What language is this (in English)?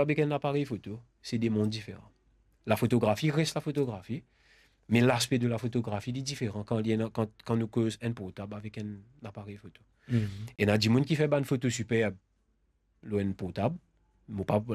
Morisyen